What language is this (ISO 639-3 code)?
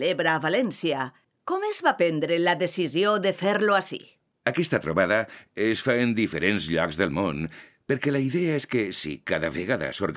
cat